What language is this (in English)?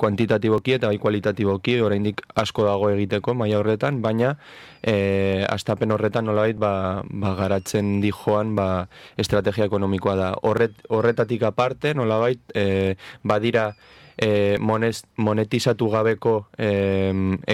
Basque